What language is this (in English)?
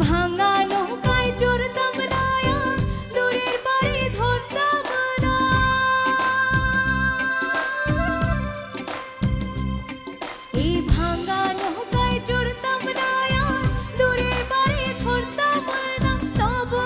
Bangla